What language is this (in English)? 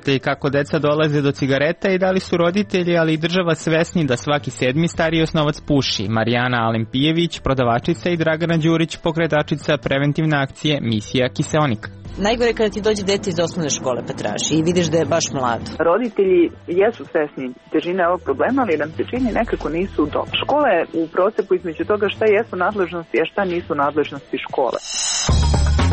Serbian